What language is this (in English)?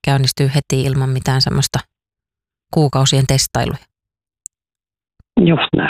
Finnish